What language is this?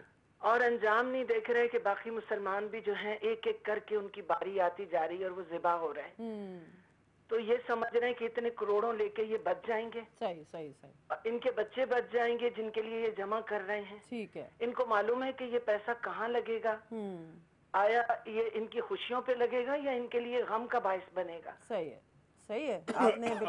Urdu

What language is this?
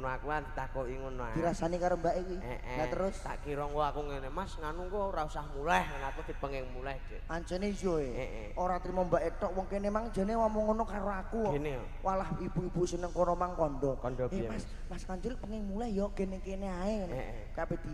Javanese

